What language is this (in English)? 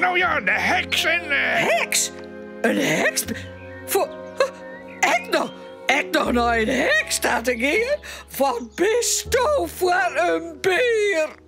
Western Frisian